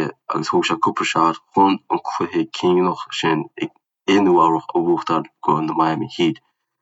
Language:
Irish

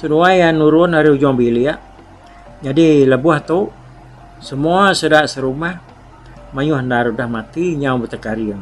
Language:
Iban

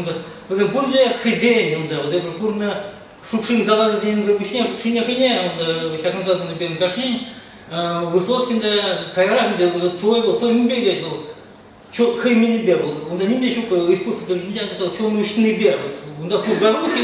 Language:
Chuvash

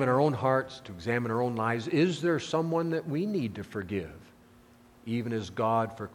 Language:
English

